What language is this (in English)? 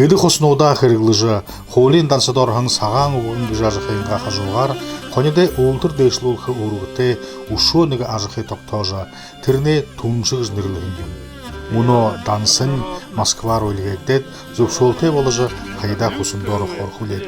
Buriat